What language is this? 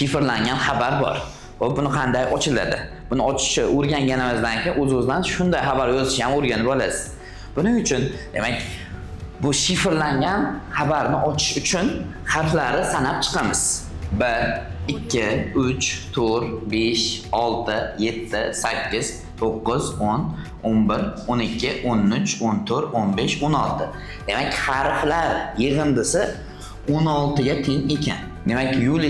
Uzbek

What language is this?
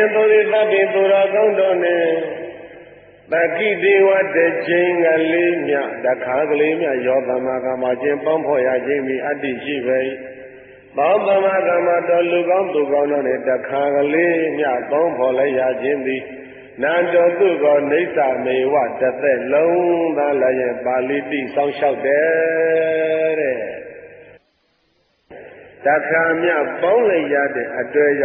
Burmese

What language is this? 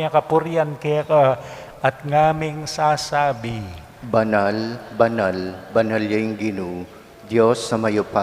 Pampanga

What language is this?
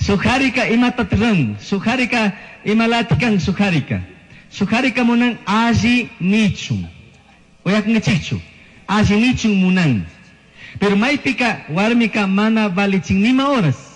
Chimborazo Highland Quichua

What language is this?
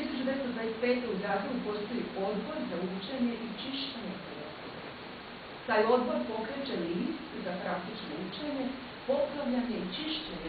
Croatian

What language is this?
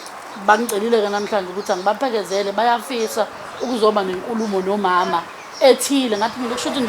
Zulu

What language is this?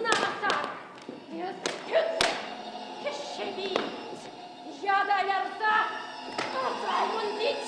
Chuvash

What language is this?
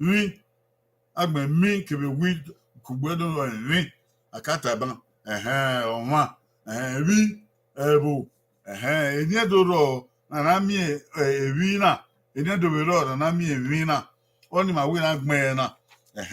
Bini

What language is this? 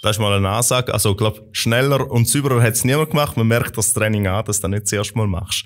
Swiss German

